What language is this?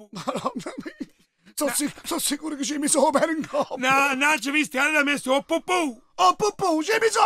Neapolitan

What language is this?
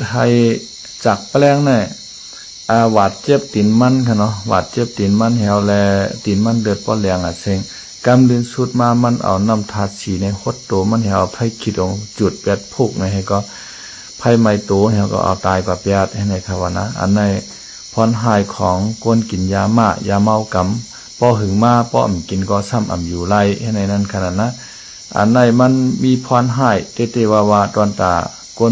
Shan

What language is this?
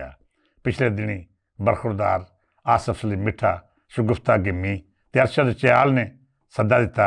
Western Panjabi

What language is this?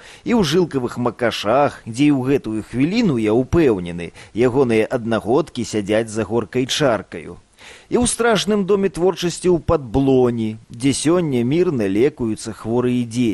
Belarusian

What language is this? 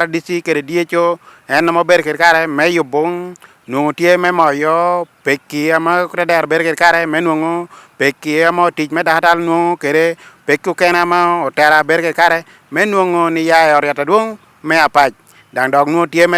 Acoli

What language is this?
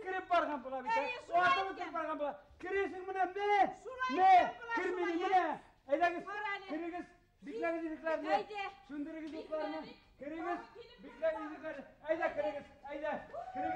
Bashkir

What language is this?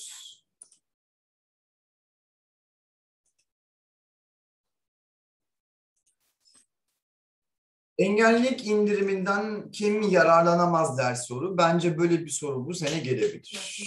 Turkish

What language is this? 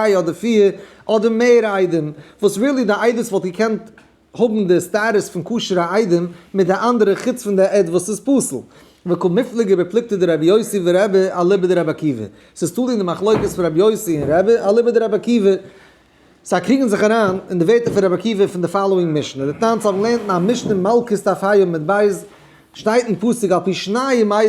Yiddish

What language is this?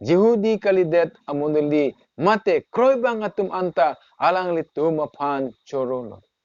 Karbi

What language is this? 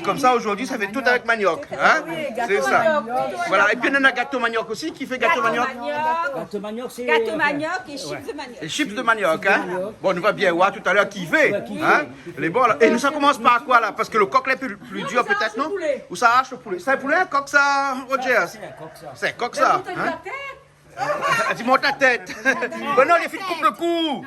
Réunion Creole French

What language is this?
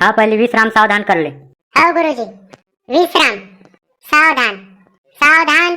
Chhattisgarhi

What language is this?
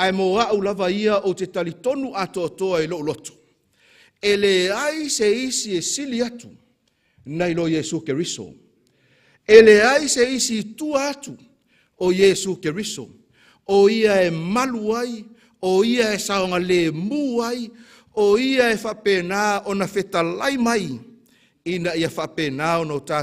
Samoan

